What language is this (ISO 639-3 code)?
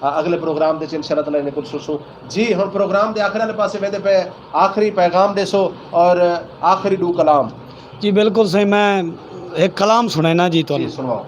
skr